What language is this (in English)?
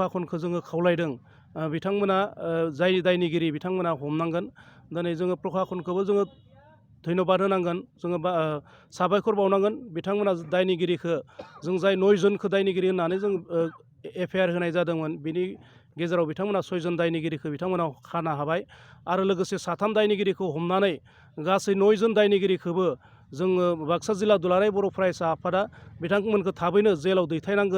Bodo